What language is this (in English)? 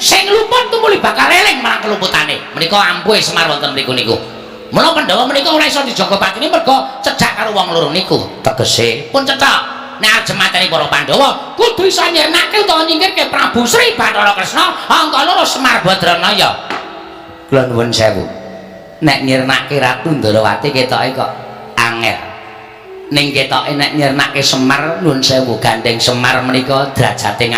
Javanese